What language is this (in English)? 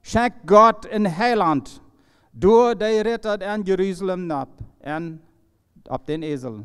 Plautdietsch